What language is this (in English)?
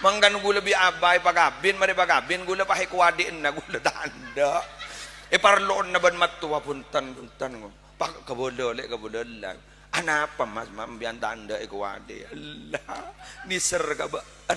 Madurese